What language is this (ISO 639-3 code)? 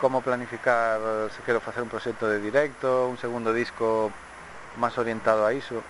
glg